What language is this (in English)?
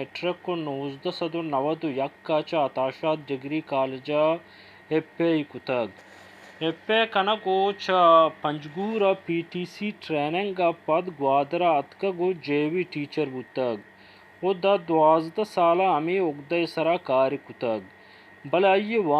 Baluchi